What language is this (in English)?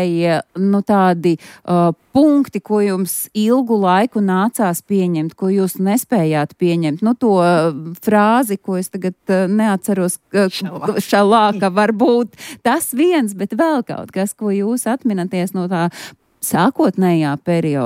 Latvian